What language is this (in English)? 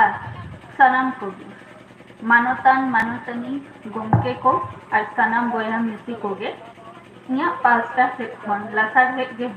Santali